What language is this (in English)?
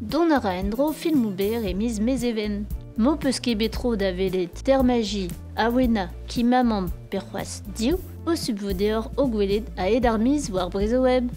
Breton